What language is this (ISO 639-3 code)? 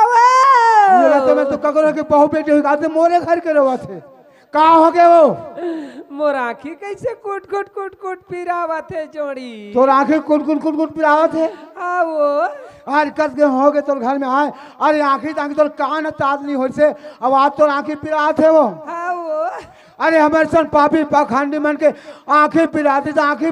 hne